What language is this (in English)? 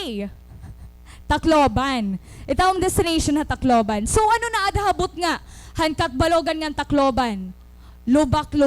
Waray